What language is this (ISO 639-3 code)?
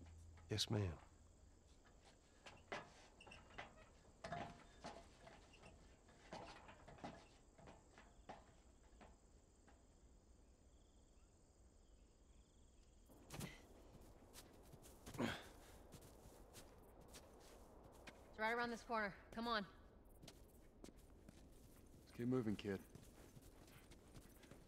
eng